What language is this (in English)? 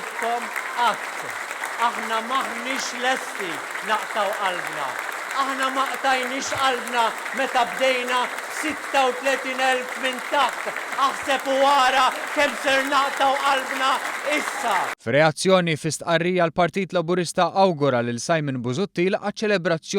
Maltese